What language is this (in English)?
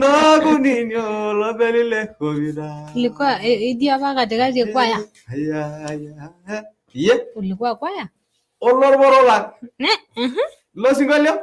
Masai